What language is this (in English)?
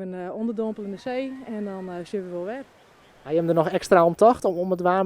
Western Frisian